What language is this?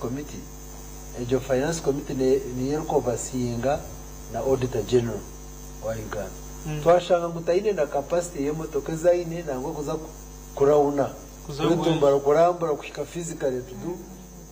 Nyankole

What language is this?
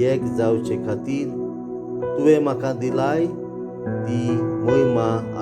Konkani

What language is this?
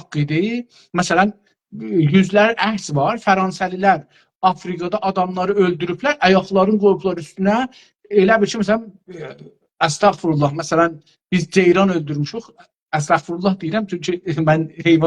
South Azerbaijani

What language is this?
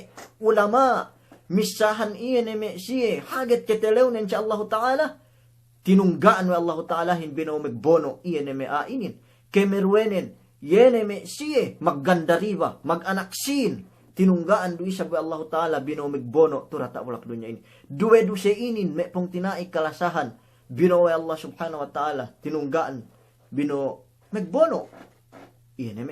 Yakan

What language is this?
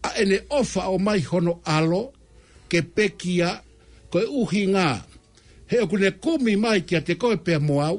Tongan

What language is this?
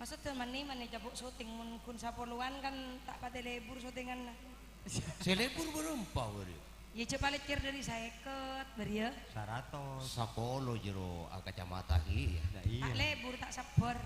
Madurese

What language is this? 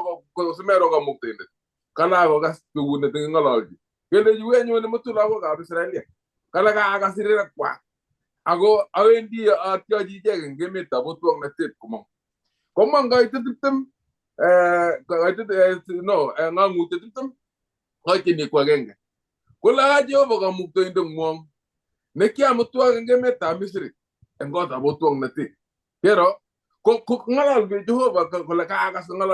Kalenjin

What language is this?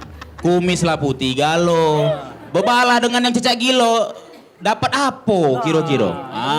Musi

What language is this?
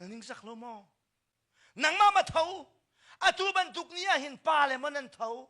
Hakha Chin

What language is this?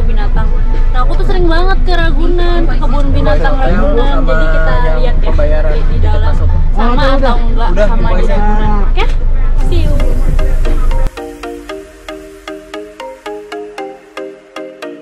Indonesian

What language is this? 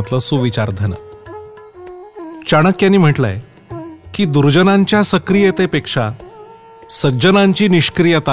Marathi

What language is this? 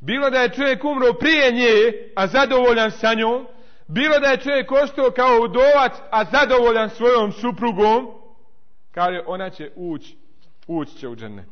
Bosnian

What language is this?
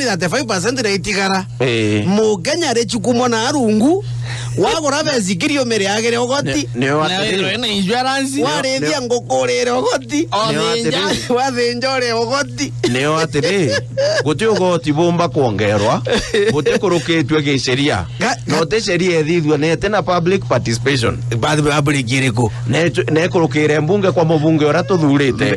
Meru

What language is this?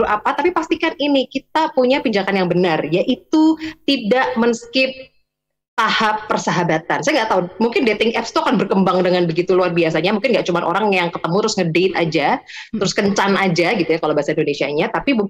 Indonesian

